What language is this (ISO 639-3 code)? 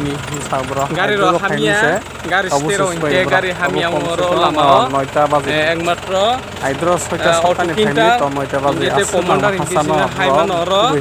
trp